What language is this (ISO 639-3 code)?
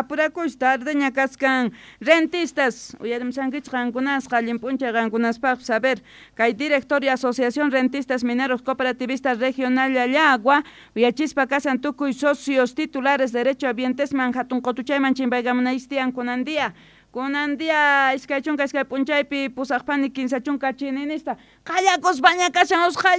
quh